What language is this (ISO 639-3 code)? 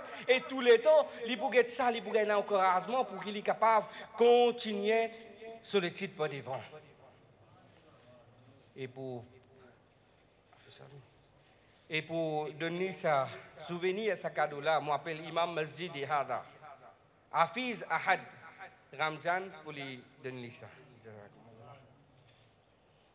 fra